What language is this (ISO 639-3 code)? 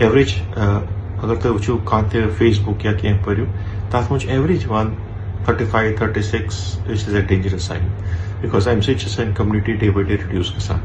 kas